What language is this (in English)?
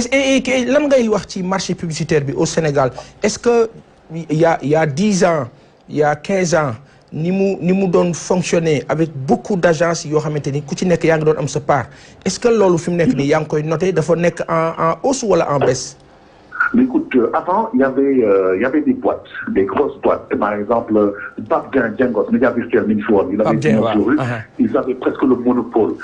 Wolof